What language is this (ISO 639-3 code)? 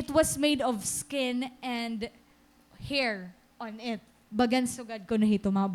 war